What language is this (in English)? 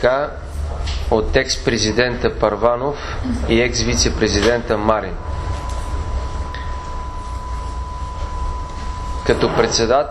Bulgarian